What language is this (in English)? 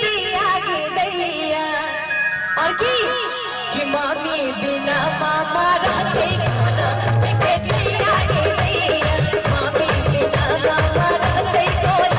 Maithili